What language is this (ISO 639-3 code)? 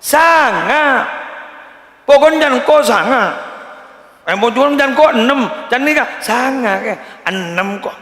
mad